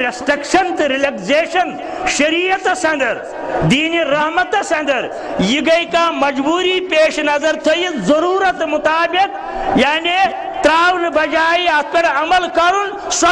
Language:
Kashmiri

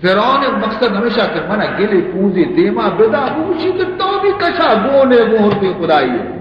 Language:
Baluchi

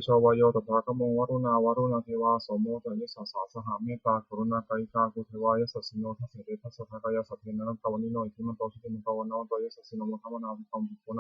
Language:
Pali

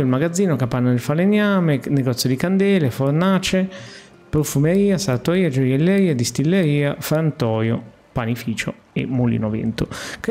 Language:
Italian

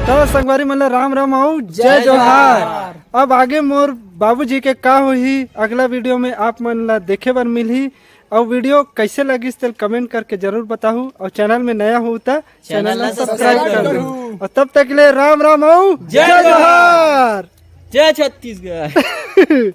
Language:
Chhattisgarhi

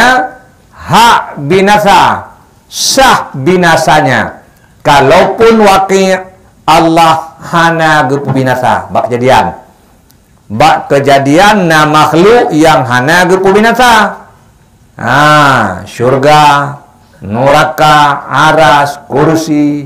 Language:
Achinese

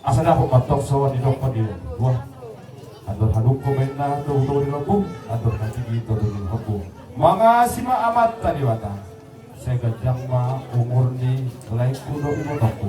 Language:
Batak Toba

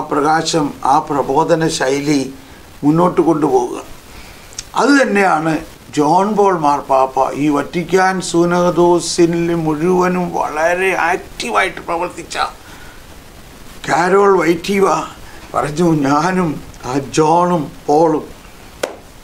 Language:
Malayalam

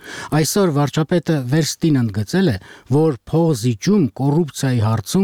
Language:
Armenian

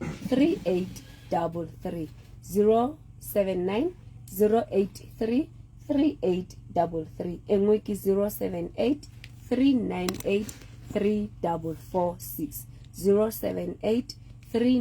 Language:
Southern Sotho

